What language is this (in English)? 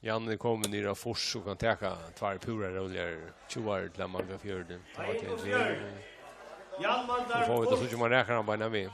Faroese